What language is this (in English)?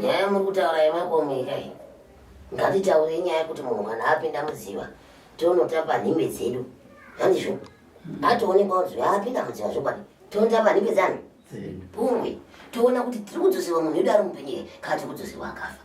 Shona